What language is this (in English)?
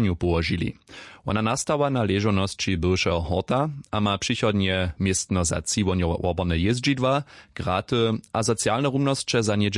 Upper Sorbian